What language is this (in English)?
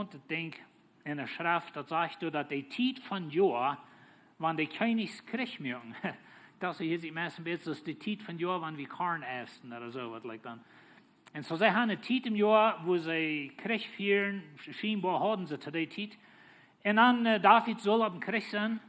Plautdietsch